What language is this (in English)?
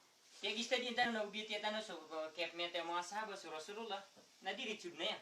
Maranao